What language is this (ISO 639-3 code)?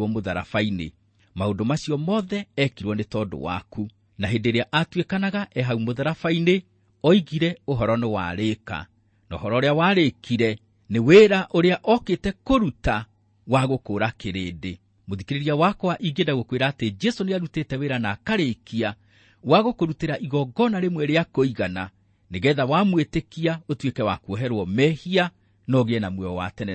kik